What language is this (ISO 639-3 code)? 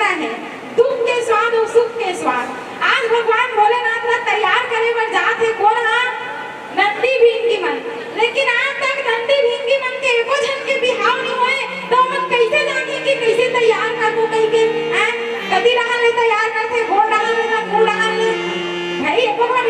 hne